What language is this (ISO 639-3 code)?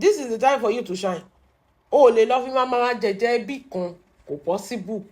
yor